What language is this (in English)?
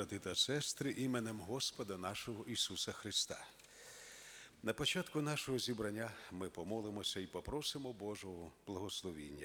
Ukrainian